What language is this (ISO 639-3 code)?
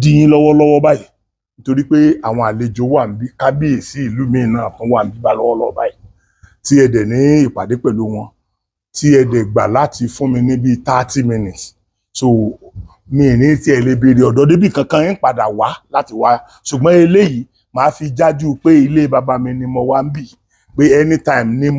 yor